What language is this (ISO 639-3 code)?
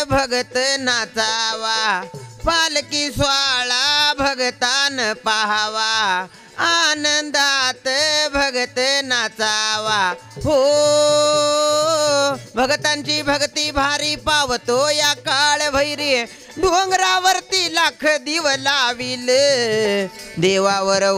mar